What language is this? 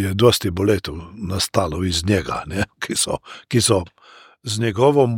Slovenian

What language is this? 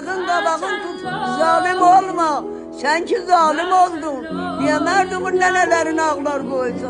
South Azerbaijani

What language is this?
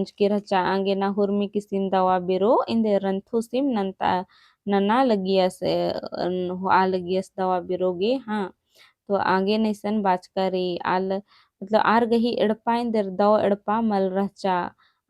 Kurukh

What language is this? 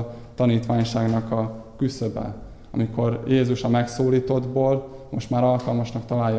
Hungarian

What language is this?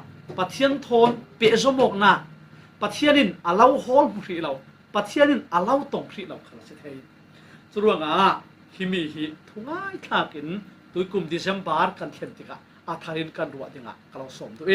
Falam Chin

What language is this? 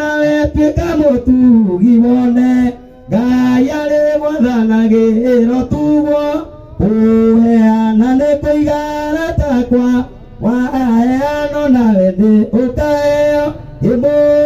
Kikuyu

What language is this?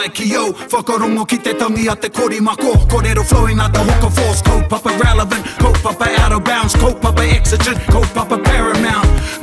Māori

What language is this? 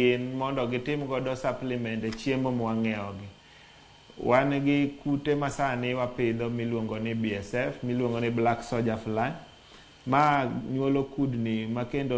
Luo (Kenya and Tanzania)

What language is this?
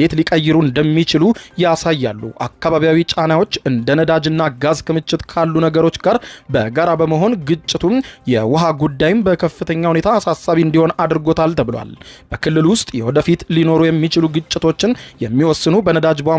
Amharic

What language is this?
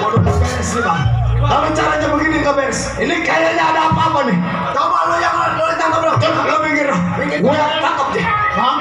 Betawi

